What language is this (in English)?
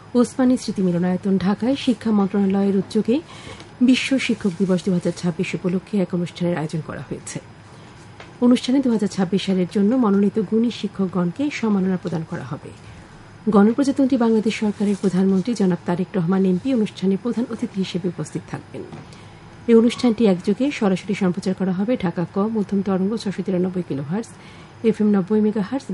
Bangla